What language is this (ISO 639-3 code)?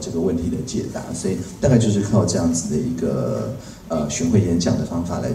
zho